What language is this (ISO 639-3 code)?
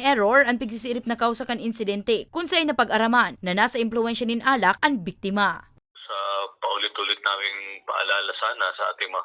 bik